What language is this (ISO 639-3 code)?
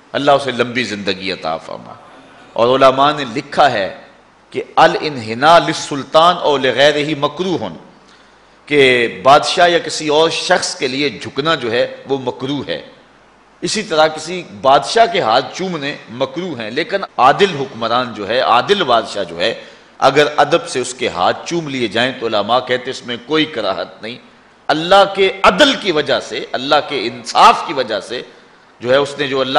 urd